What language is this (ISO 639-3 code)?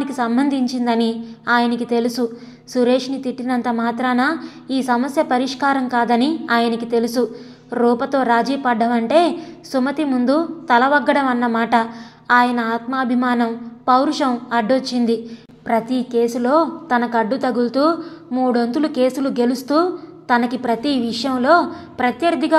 tel